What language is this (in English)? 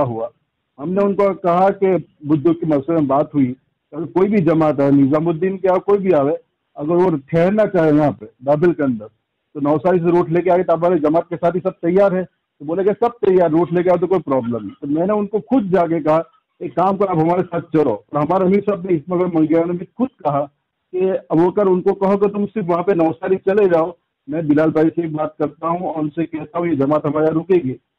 Hindi